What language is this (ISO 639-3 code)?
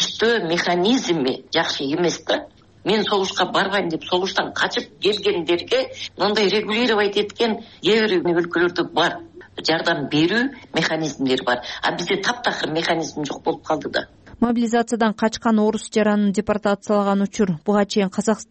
kir